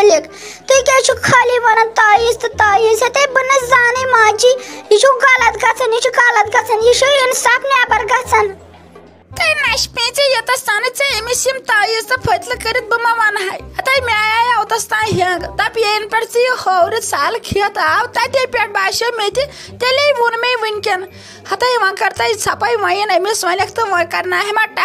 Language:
Kashmiri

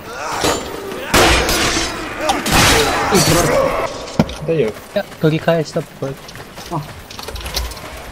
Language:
Japanese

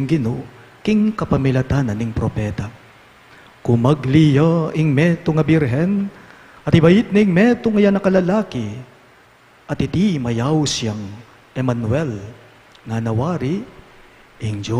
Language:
Pampanga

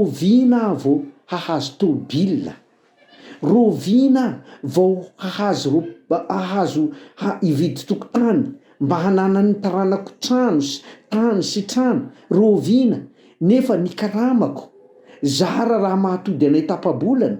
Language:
Malagasy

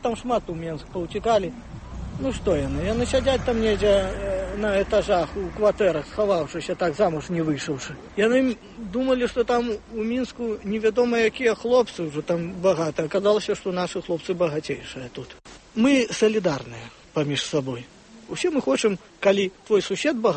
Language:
Belarusian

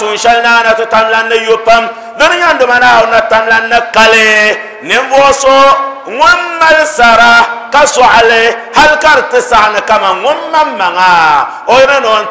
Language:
Dagbani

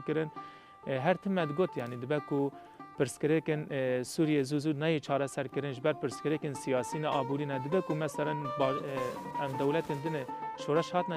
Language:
Kurdish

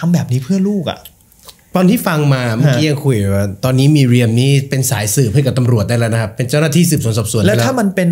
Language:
Thai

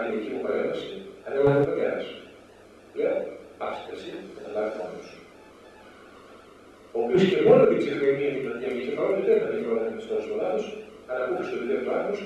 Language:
Greek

